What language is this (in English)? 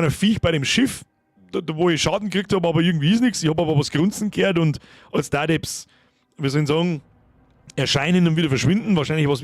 Bavarian